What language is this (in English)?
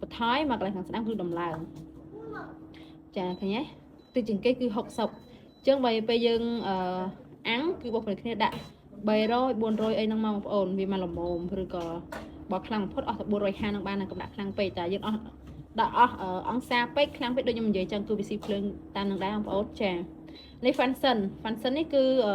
Khmer